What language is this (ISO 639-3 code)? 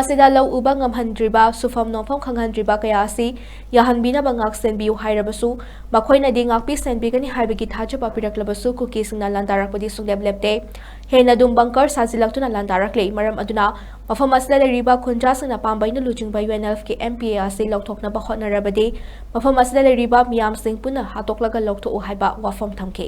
mni